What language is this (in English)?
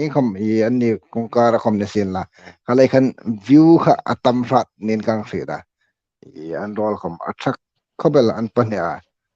Hmar